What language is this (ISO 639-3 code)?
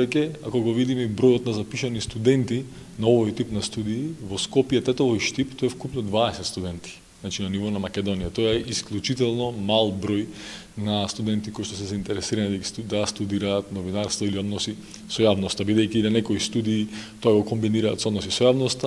mkd